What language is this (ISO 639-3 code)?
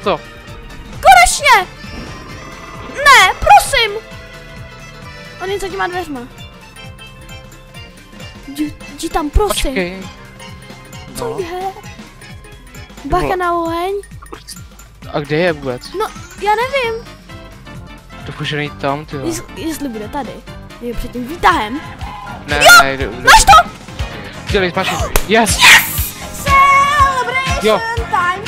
ces